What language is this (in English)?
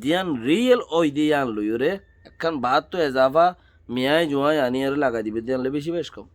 Rohingya